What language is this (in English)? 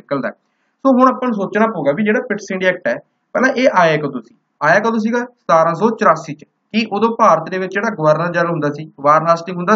Punjabi